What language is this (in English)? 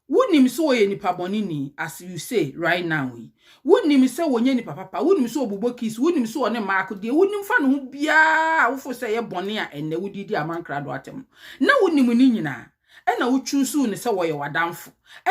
Akan